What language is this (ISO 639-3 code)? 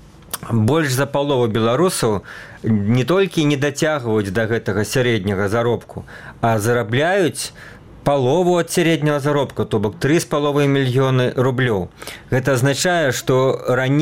bel